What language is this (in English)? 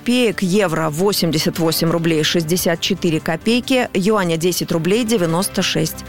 Russian